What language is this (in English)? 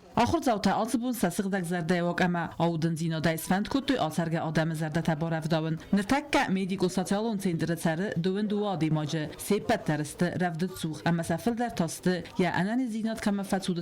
Ossetic